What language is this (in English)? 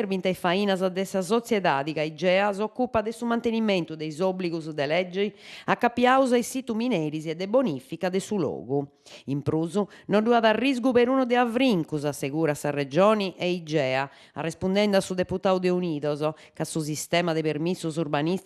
Sardinian